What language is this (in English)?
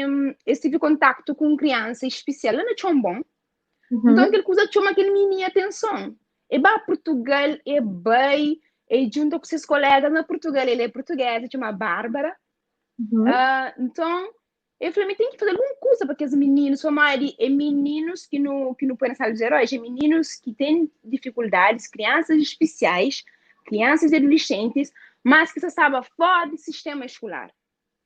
Kabuverdianu